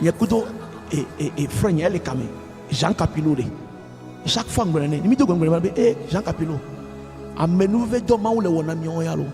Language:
Ewe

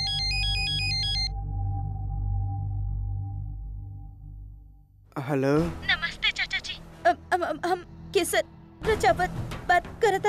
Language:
Bhojpuri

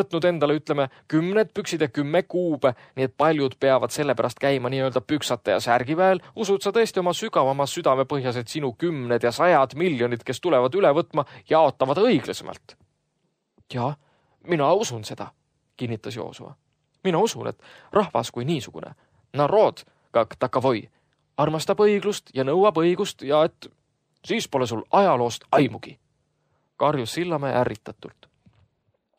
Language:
Estonian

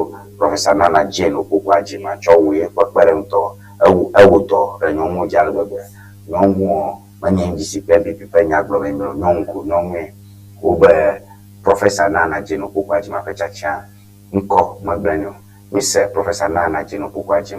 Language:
Ewe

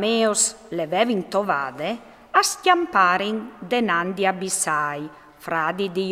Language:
Friulian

